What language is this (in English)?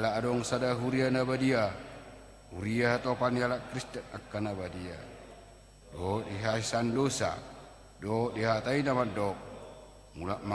Batak Toba